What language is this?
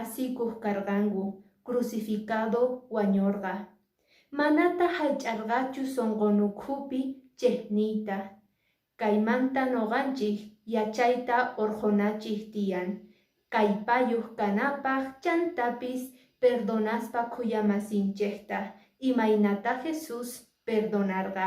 Quechua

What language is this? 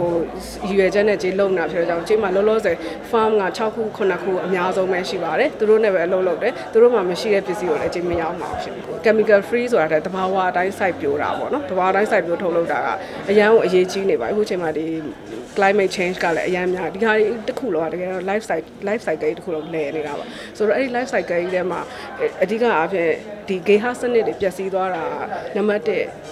Burmese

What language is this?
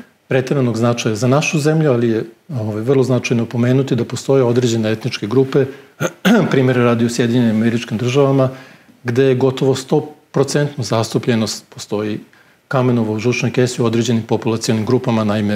Serbian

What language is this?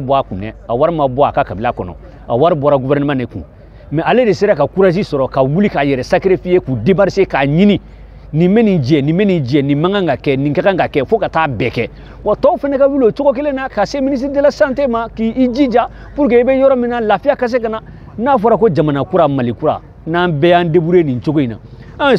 Bambara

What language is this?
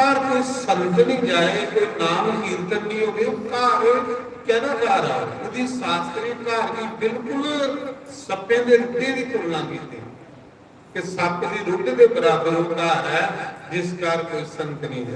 Dogri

